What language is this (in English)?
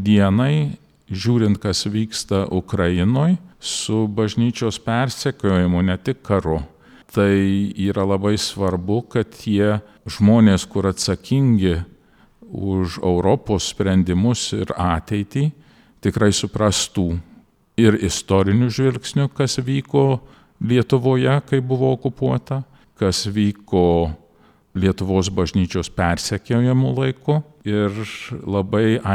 Lithuanian